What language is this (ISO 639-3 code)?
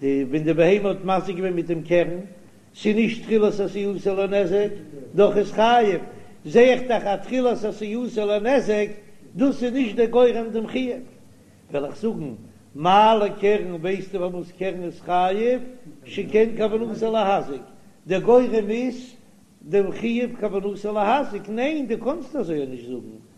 yid